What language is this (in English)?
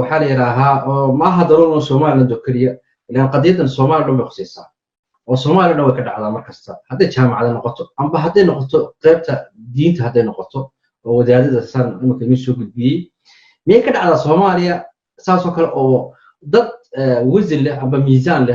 Somali